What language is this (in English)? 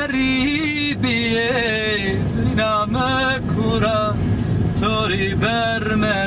Zaza